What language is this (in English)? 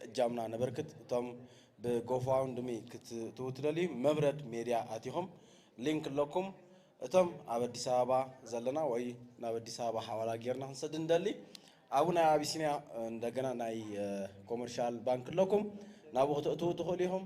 Tigrinya